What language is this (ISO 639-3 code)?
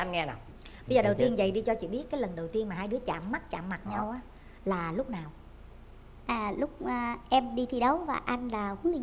vie